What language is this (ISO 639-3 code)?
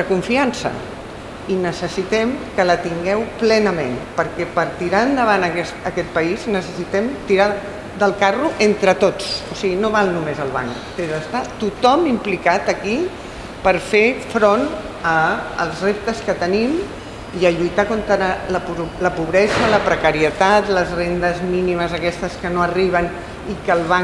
cat